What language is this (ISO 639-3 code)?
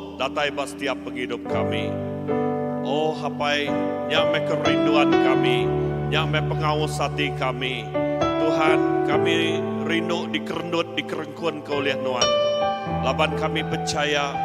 iba